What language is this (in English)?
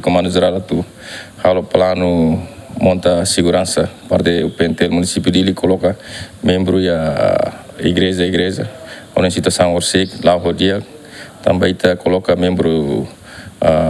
Tetum